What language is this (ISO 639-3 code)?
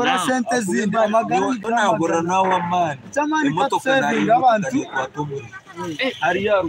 nyn